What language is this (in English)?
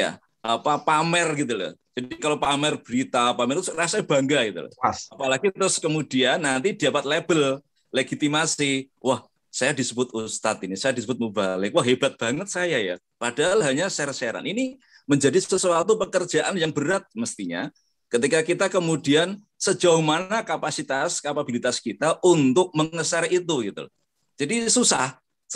Indonesian